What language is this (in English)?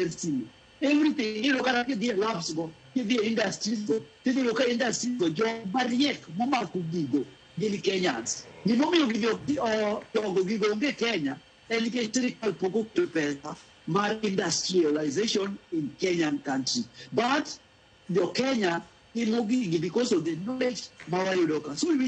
Luo (Kenya and Tanzania)